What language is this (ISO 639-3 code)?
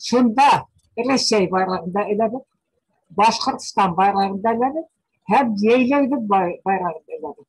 bak